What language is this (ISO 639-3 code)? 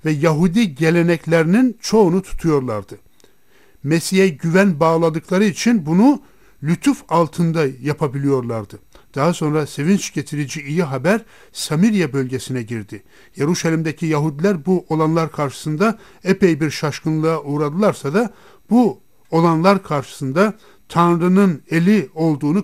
tur